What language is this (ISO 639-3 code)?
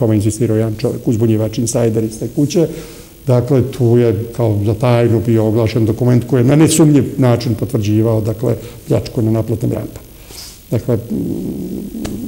srp